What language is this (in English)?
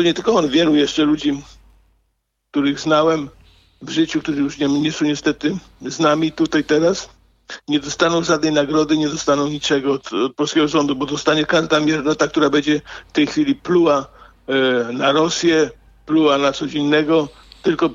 Polish